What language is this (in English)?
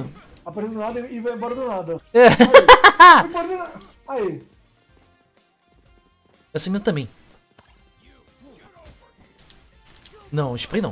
Portuguese